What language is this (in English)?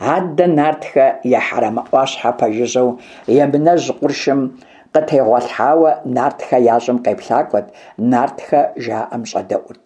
Kabardian